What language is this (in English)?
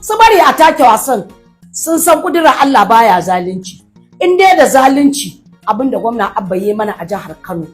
Hausa